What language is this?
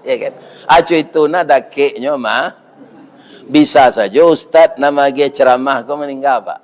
Minangkabau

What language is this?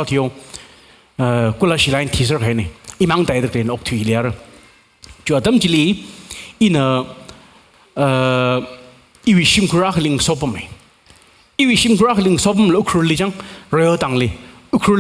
Tangkhul Naga (India)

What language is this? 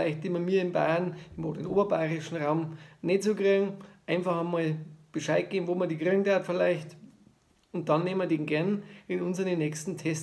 Bavarian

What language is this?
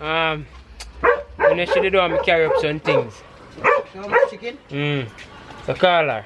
Jamaican Creole English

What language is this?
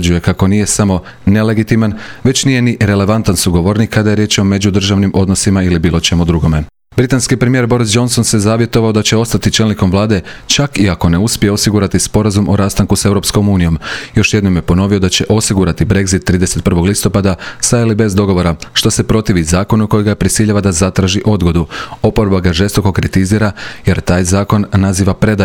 Croatian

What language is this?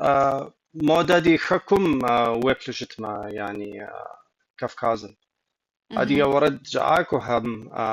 Kabardian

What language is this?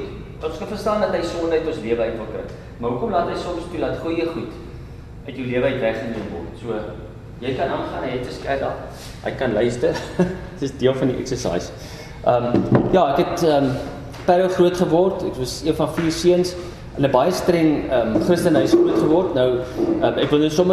Afrikaans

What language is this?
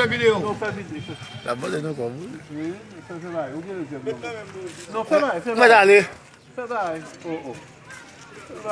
Haitian Creole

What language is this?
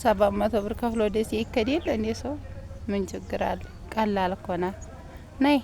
Amharic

